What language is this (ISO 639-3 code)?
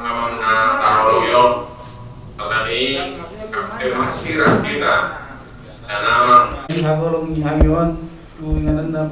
bbc